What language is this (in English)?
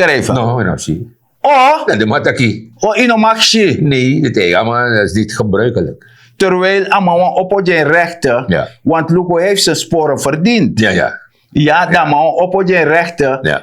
Sranan Tongo